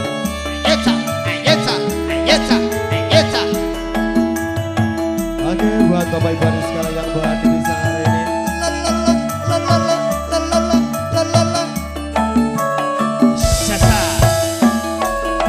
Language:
Indonesian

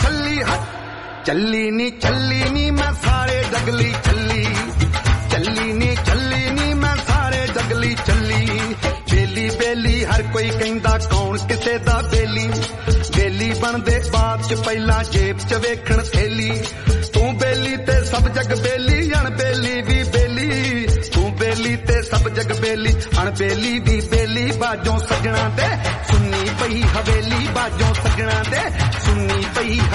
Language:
Punjabi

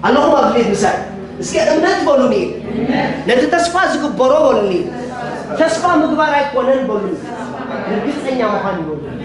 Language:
Tigrinya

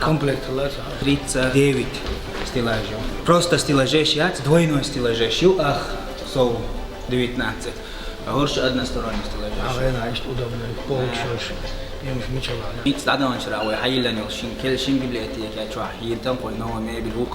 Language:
Chechen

